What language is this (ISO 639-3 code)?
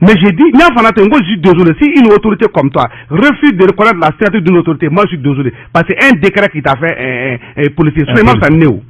bam